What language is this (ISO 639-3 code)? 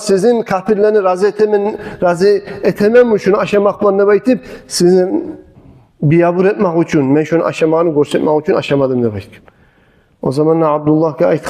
kum